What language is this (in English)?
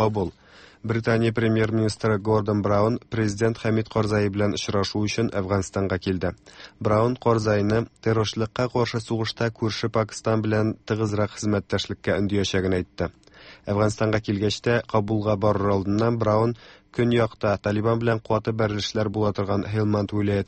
Tatar